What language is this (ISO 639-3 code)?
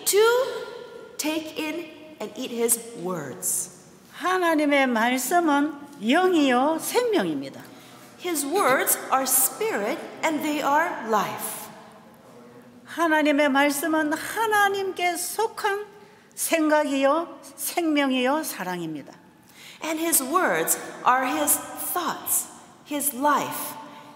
kor